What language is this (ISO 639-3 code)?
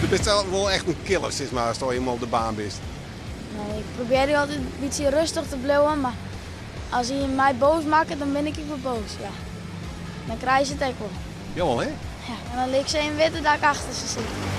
fry